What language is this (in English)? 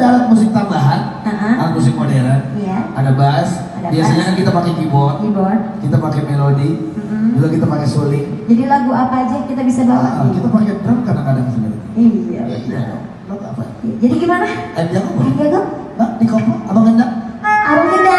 Betawi